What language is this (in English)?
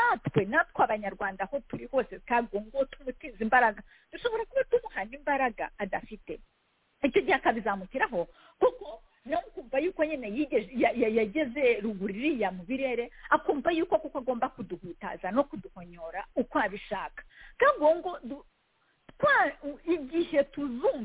Kinyarwanda